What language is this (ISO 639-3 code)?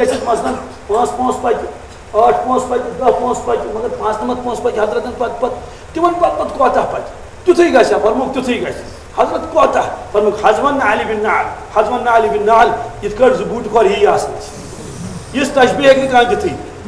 kas